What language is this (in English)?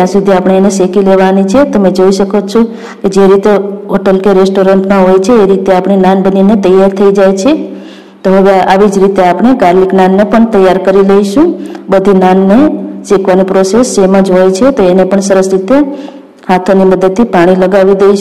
Gujarati